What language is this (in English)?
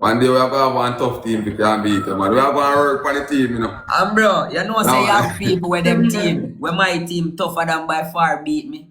Jamaican Creole English